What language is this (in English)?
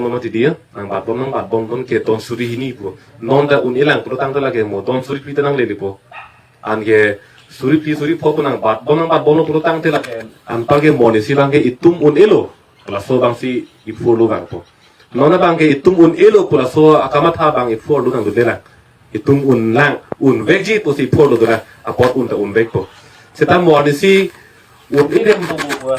Karbi